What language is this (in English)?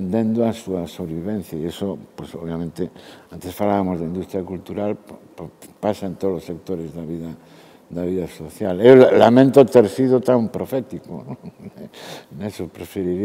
Galician